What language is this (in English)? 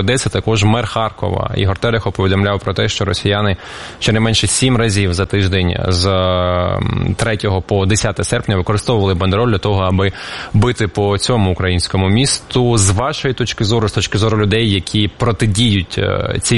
Ukrainian